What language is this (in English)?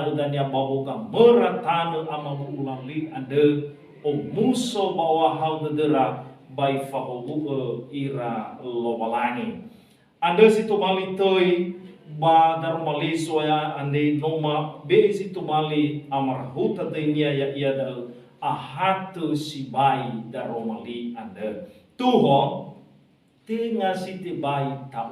Nias